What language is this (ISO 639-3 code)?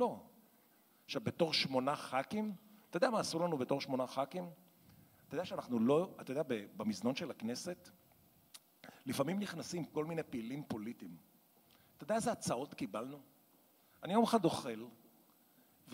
heb